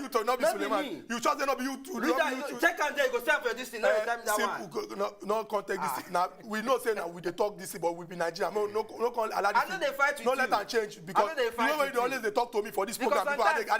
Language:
Nigerian Pidgin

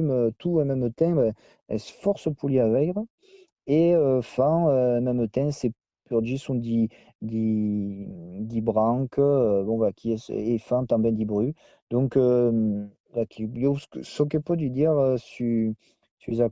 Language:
Occitan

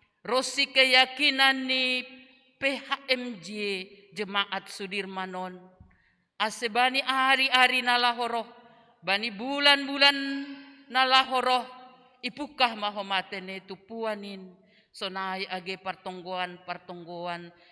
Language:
Batak Simalungun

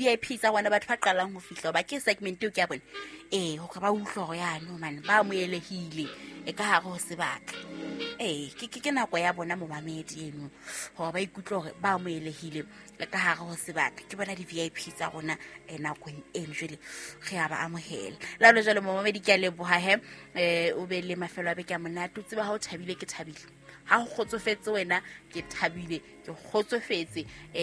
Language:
Southern Sotho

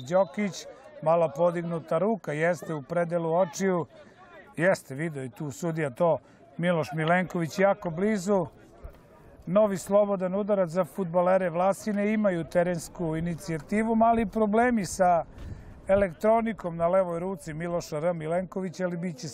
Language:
Serbian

